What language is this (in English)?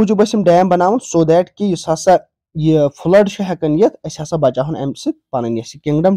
Kashmiri